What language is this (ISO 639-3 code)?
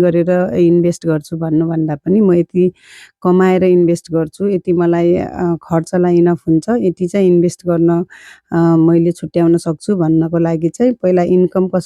nep